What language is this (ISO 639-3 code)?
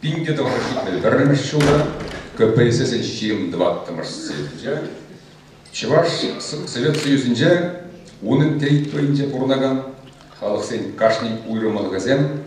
chv